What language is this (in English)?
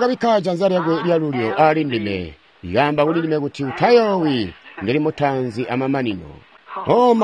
Tonga (Zambia)